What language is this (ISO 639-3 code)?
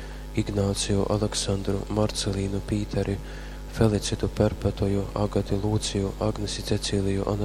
ltg